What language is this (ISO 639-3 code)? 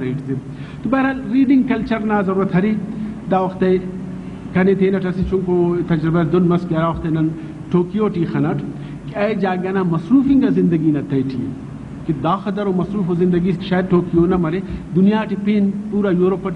brh